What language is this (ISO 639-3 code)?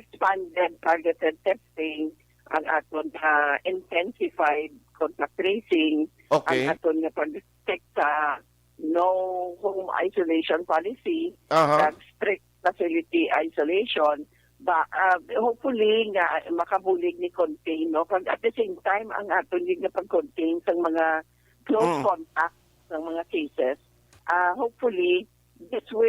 hil